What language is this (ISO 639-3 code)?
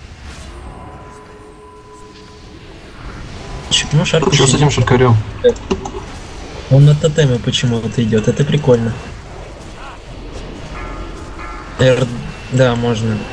rus